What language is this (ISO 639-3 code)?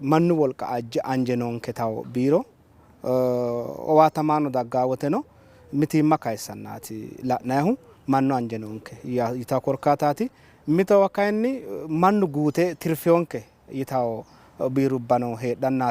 sid